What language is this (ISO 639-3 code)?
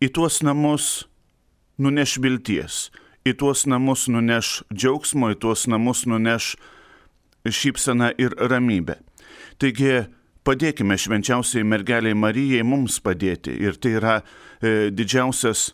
lit